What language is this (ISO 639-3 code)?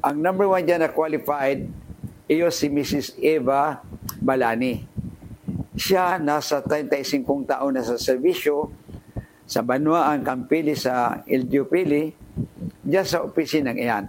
bik